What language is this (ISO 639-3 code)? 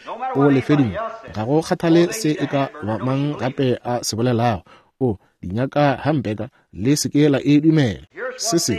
nso